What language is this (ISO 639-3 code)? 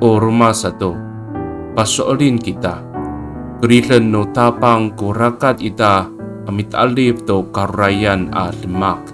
ami